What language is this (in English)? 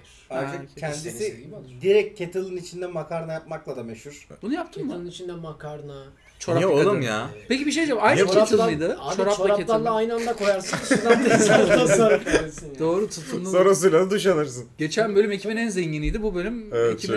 Turkish